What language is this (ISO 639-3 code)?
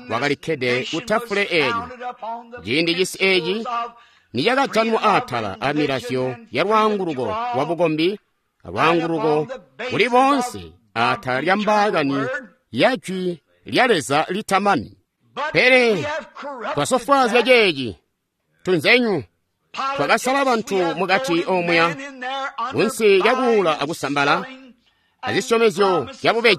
toi